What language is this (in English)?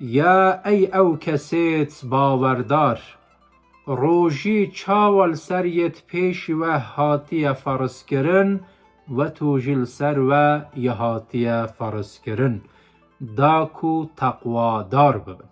Kurdish